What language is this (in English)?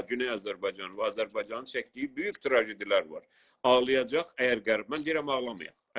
South Azerbaijani